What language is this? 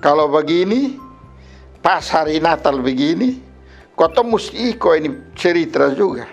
Kupang Malay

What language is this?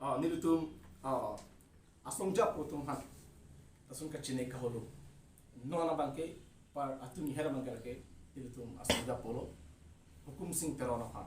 Karbi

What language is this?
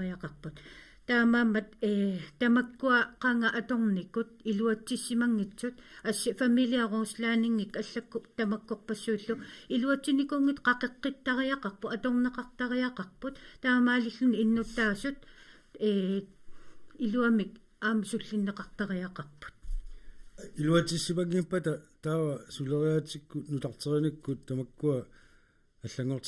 Kalaallisut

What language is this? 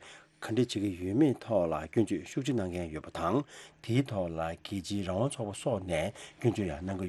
Tibetan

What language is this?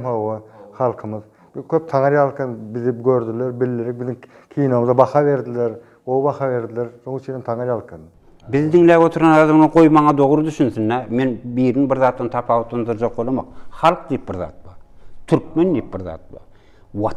Turkmen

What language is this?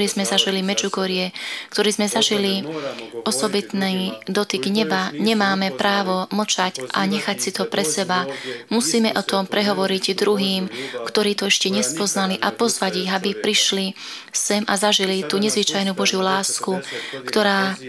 Slovak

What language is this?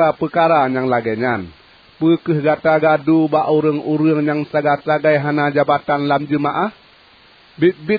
Achinese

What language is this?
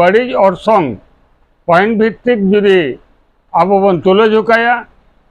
Santali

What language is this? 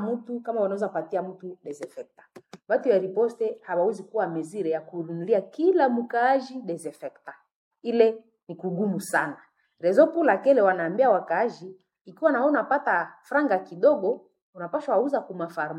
Swahili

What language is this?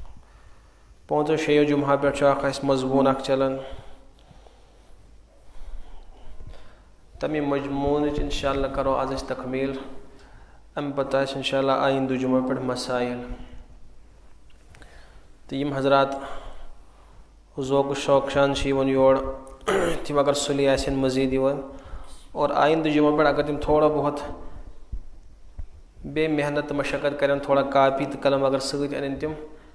Kashmiri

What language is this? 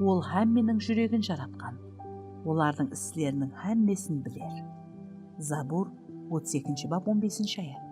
Kara-Kalpak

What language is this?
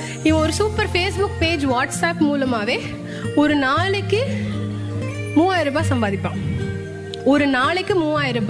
Tamil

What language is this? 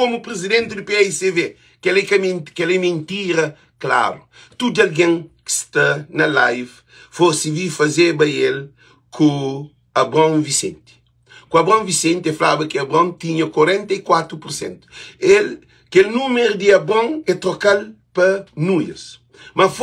Kabuverdianu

